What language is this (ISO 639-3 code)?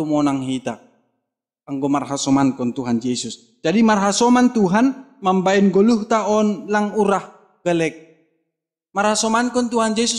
bts